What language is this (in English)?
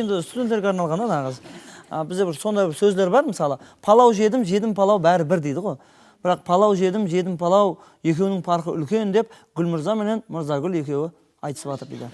Kara-Kalpak